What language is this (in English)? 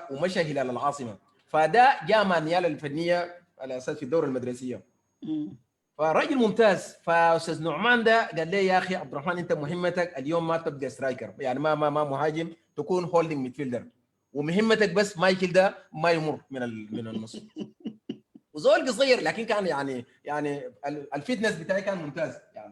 Sudanese Arabic